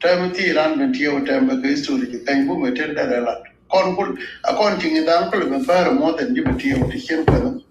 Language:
Nuer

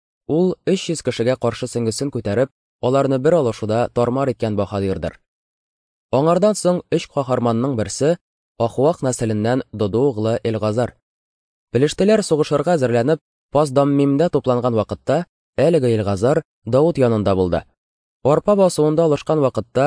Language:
Tatar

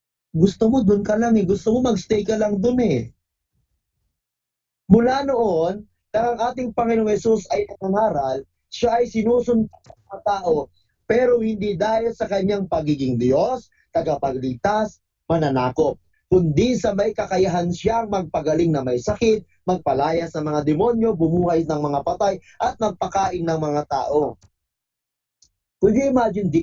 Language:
Filipino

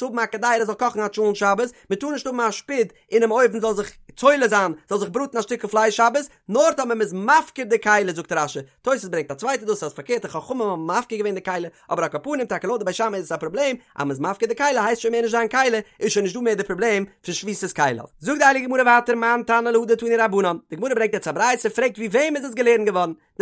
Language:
Yiddish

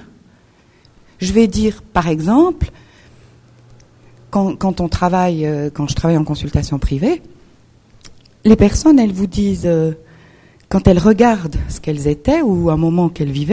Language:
French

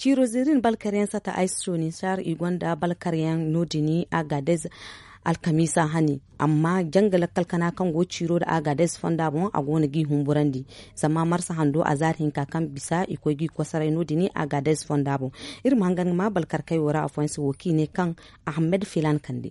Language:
Zarma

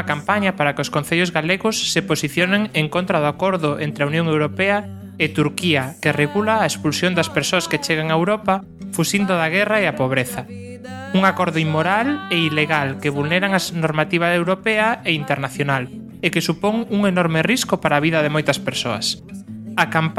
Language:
Galician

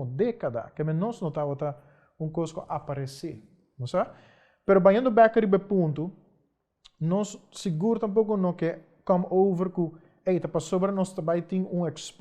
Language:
Papiamento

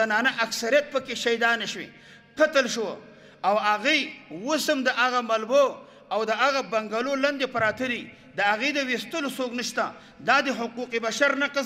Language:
Pashto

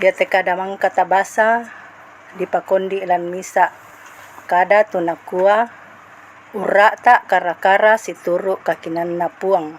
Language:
Toraja-Sa'dan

